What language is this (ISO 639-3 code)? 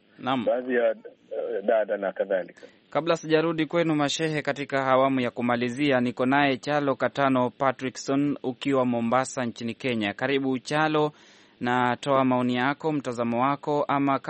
swa